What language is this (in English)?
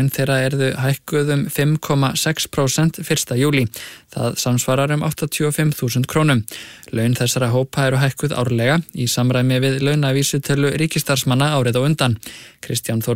Icelandic